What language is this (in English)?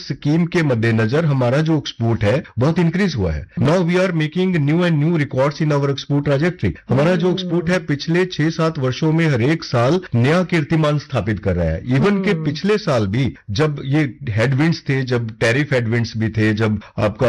Hindi